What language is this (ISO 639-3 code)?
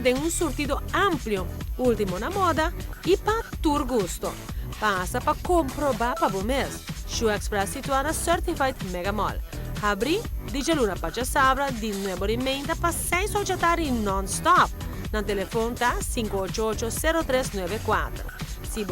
pap